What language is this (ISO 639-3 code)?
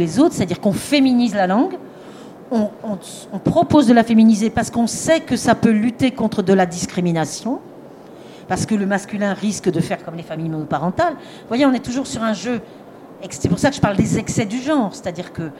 fra